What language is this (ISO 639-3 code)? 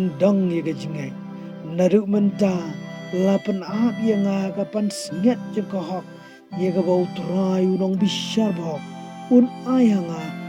kha